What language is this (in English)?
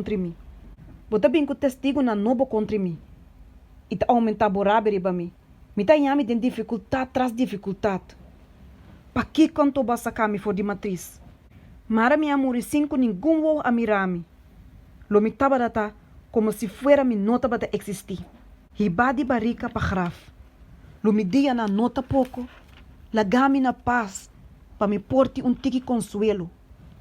Papiamento